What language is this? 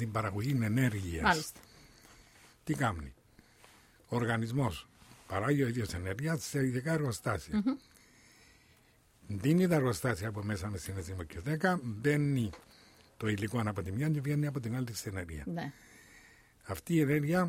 Greek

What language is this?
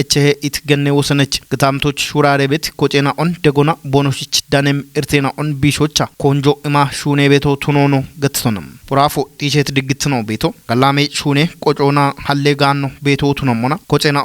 Kafa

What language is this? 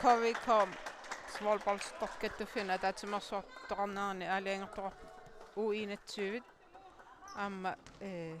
Kalaallisut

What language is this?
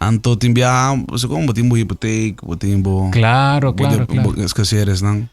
Papiamento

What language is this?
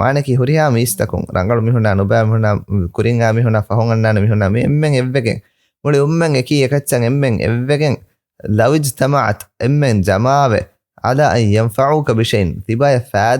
Divehi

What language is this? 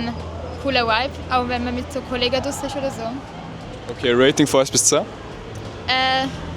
Swiss German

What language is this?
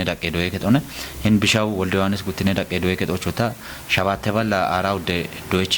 Kafa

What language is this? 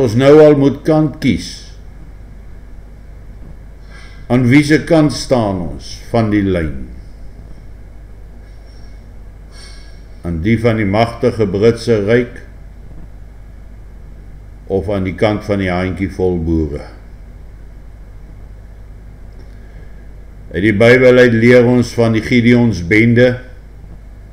Afrikaans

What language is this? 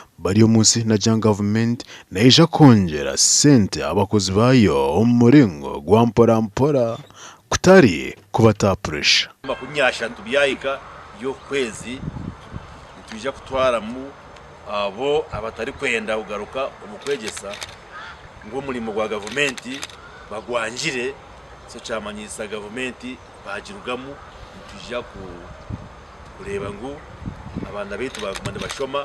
Nyankole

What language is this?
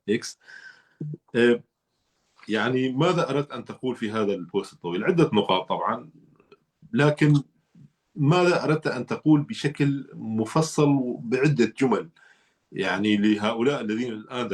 North Levantine Arabic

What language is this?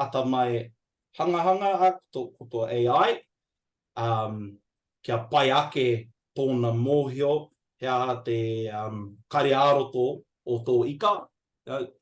Māori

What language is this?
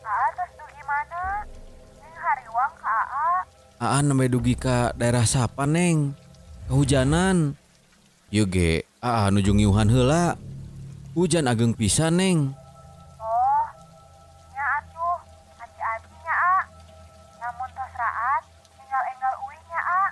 Sundanese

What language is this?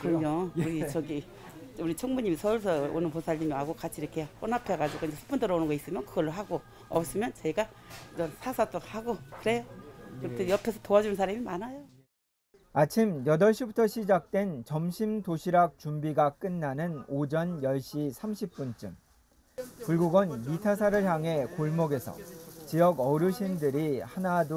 Korean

